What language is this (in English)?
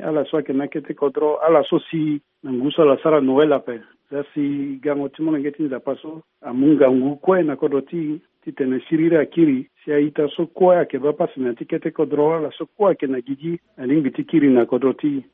Sango